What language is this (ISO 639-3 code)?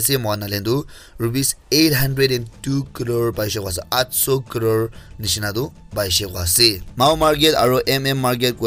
nag